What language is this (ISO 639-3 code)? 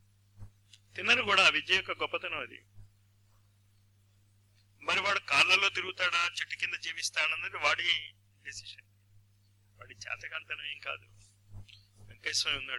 tel